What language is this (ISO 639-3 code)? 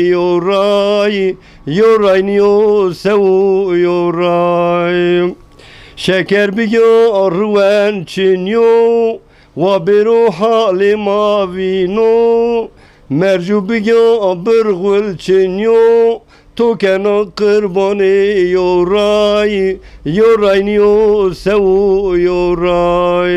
zza